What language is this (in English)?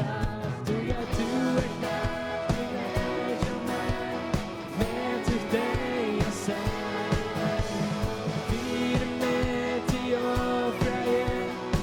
Faroese